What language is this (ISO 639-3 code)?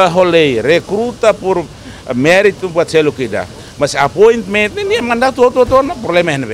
tet